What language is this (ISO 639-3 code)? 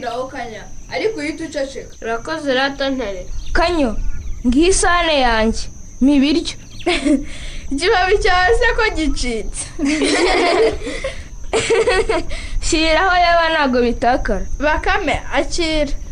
kin